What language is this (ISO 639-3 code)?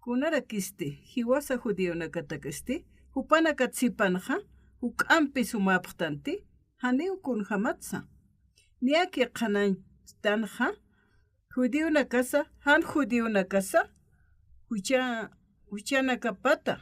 aym